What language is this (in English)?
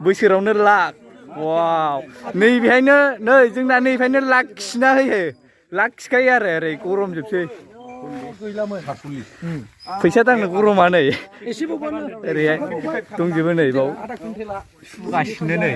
Bodo